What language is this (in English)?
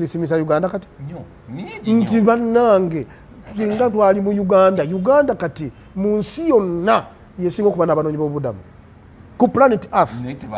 Ganda